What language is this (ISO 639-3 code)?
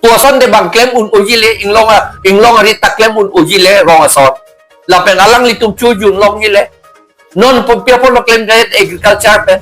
mjw